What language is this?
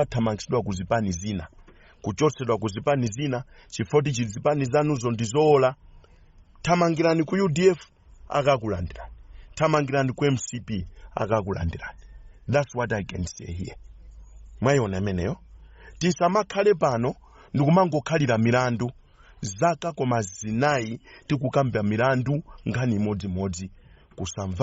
Nyanja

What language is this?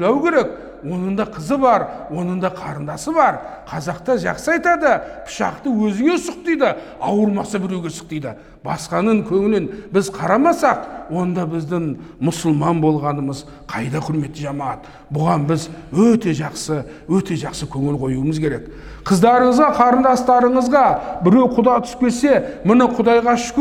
Kazakh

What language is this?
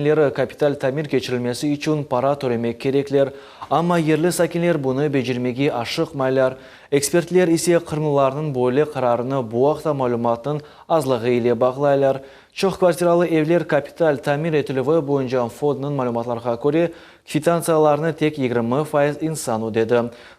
Crimean Tatar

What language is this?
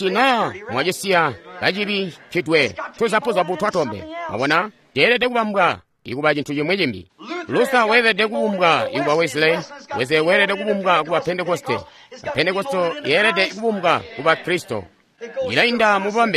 Tonga (Zambia)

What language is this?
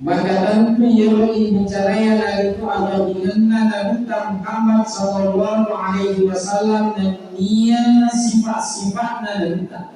Buginese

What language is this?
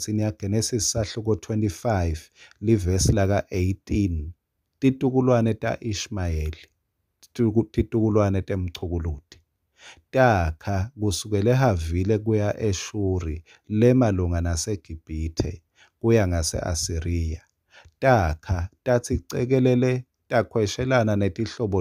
Swati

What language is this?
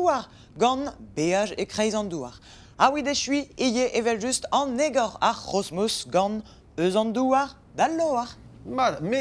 Breton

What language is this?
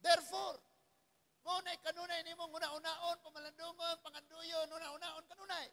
Cebuano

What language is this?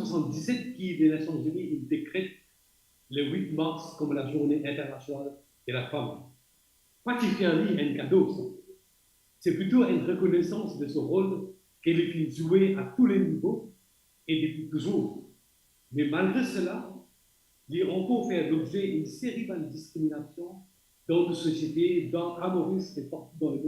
Morisyen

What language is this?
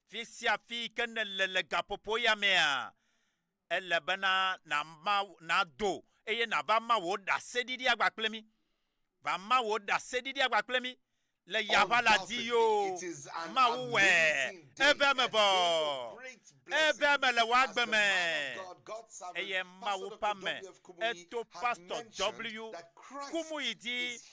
Ewe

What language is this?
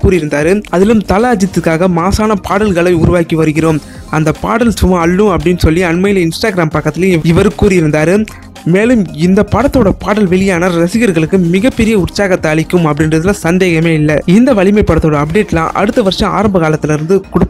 Tamil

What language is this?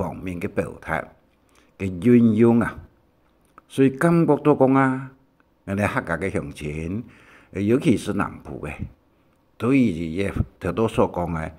Hakka Chinese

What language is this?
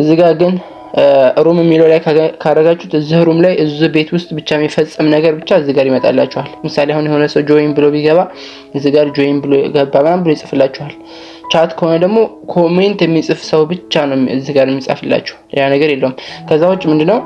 Amharic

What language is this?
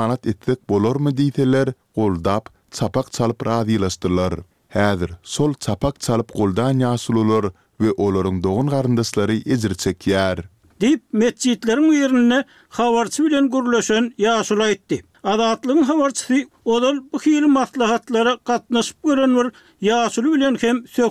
Turkmen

